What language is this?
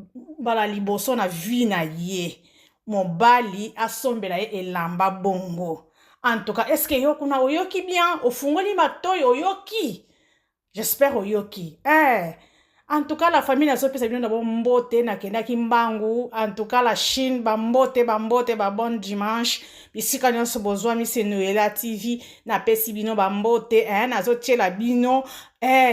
Lingala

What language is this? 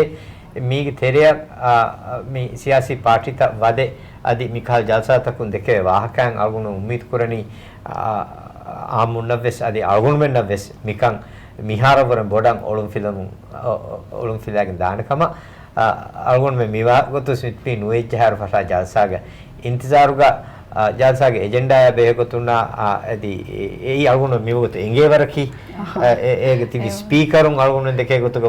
Divehi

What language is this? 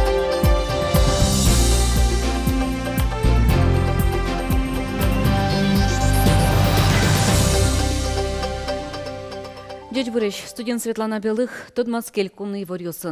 Udmurt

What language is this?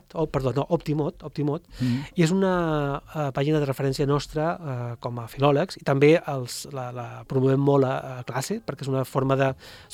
Catalan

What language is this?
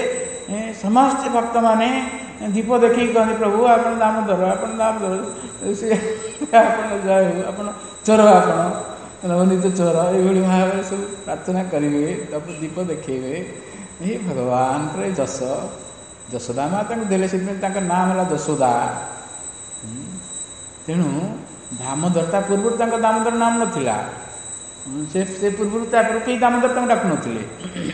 Odia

